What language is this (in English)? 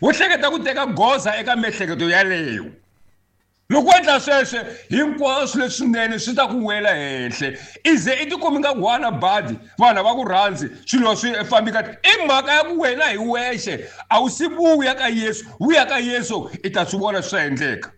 Tsonga